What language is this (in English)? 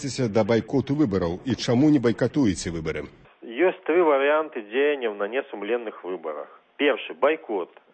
Belarusian